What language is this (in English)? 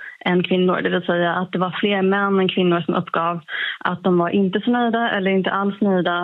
Swedish